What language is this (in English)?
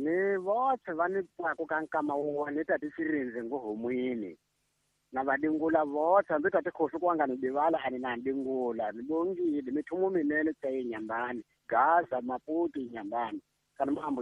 Tsonga